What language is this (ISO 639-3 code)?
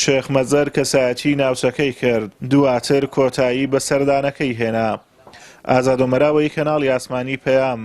ckb